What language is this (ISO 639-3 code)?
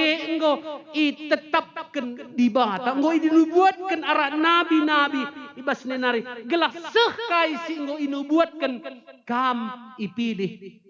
btx